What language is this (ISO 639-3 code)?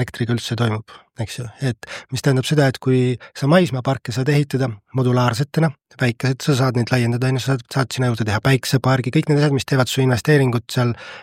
est